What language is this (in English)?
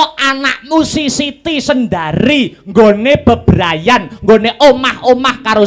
Javanese